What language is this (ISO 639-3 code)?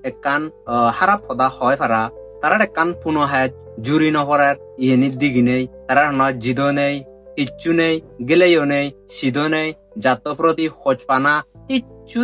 ccp